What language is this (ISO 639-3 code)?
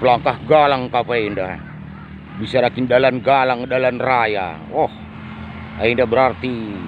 btx